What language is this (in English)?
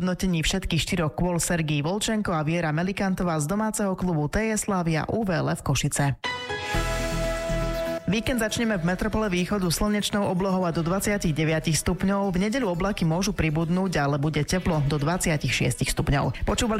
Slovak